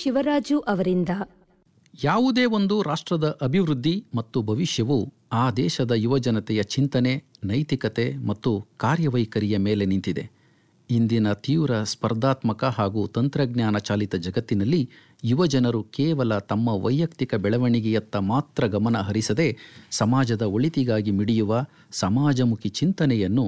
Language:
Kannada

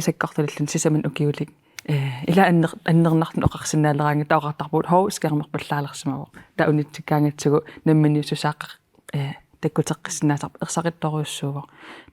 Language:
Kalaallisut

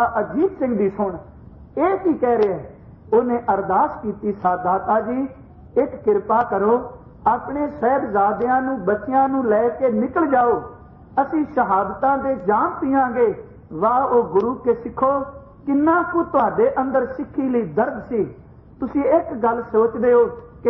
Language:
Punjabi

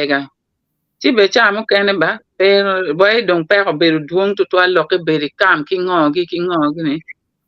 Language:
Acoli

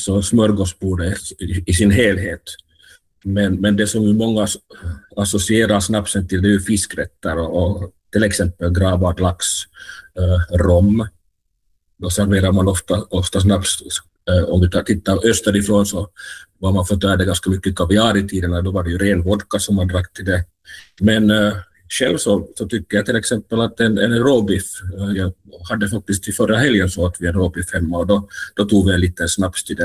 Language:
Swedish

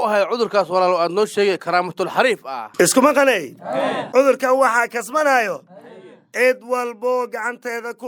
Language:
Somali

